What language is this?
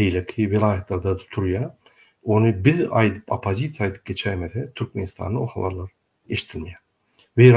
Turkmen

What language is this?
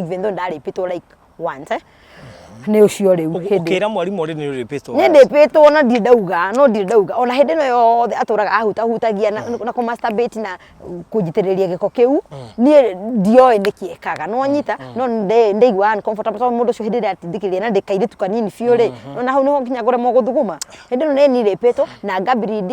Kikuyu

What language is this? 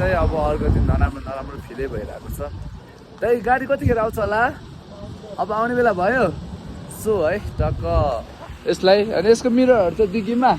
Nepali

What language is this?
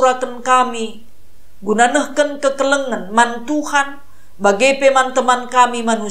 Batak Karo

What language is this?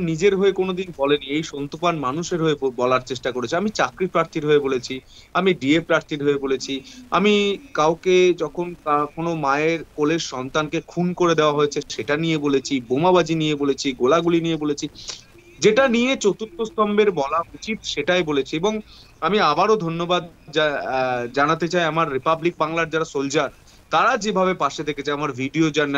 Bangla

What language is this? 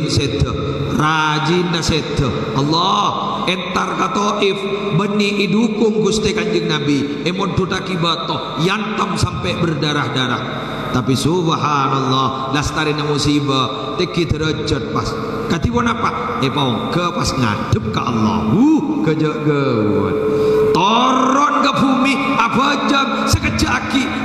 Madurese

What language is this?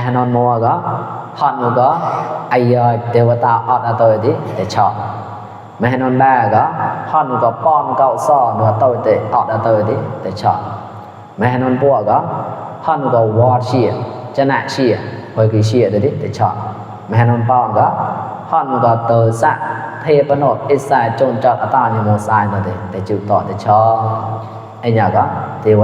Mon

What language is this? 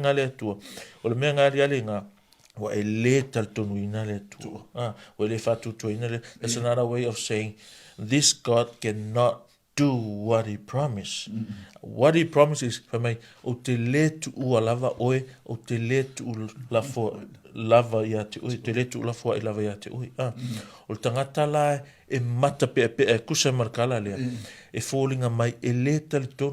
Samoan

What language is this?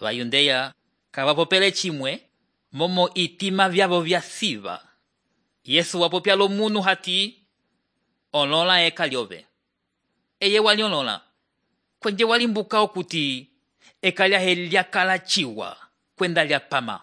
Umbundu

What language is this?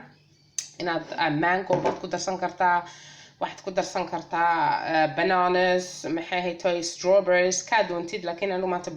Somali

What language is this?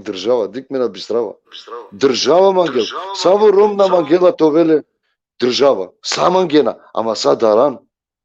Balkan Romani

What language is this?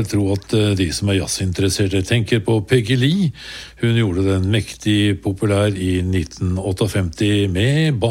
Norwegian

